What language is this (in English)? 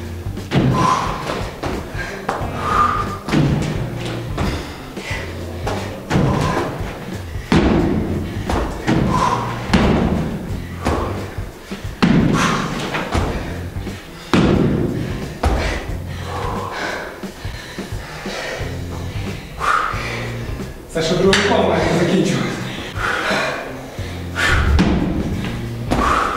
Ukrainian